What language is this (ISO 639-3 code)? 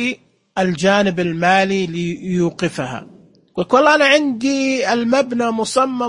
ars